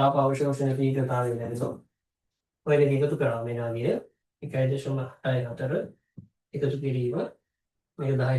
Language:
Sinhala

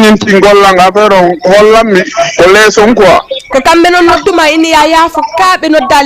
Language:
Fula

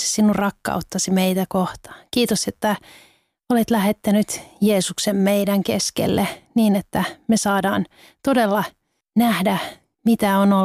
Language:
Finnish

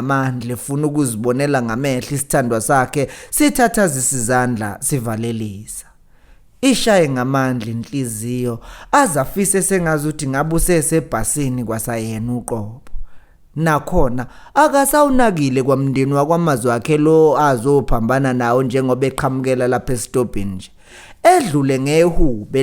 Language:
Zulu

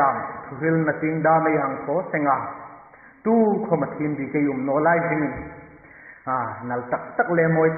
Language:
Hmar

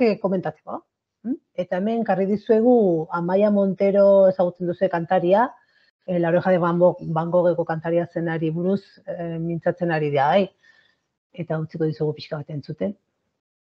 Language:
Basque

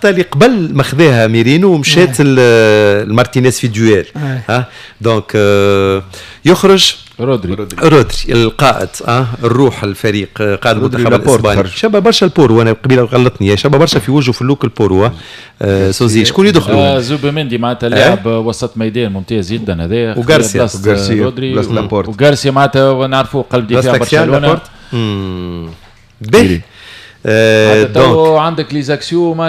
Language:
Tunisian Arabic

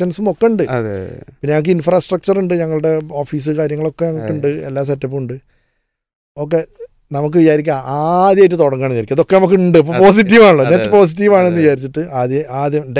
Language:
Malayalam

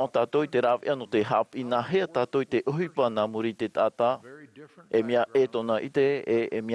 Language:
Tahitian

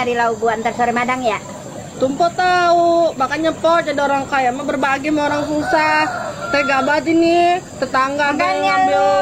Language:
Betawi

